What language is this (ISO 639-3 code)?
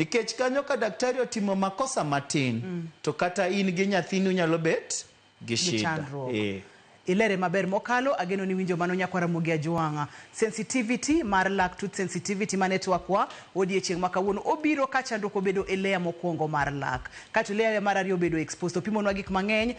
luo